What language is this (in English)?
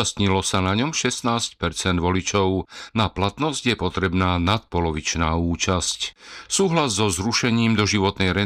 Slovak